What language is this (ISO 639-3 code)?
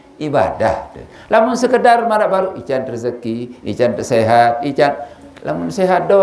sas